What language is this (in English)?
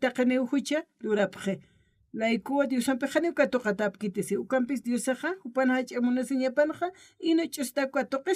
Aymara